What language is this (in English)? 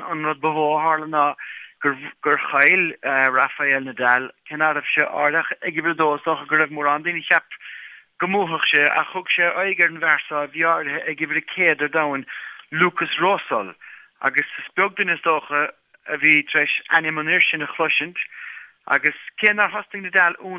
Irish